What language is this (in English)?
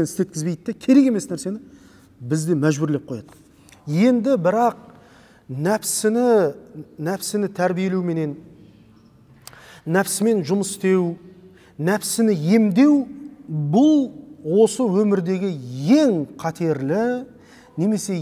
Kazakh